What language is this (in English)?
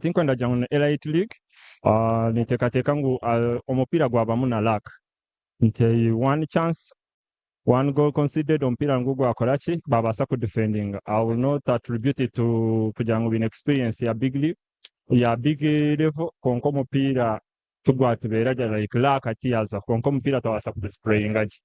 Nyankole